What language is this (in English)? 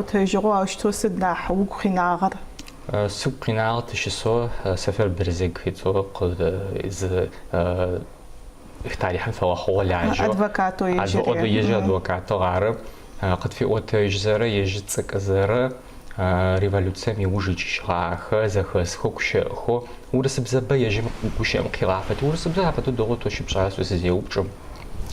Adyghe